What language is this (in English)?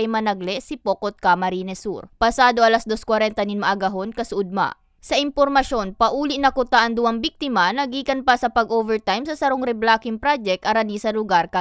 Bikol